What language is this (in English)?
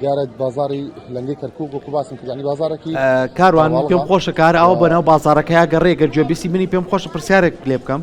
Central Kurdish